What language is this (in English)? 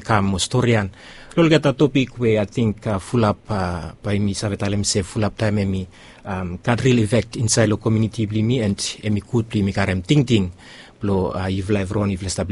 Bislama